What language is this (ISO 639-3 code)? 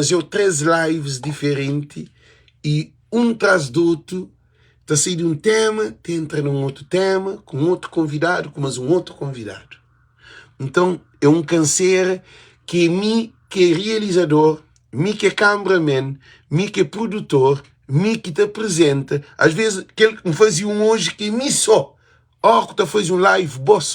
kea